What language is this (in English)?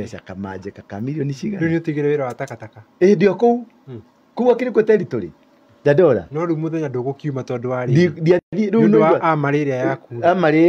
Kikuyu